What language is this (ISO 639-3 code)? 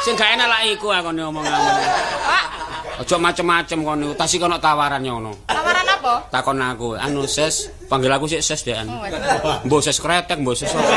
jav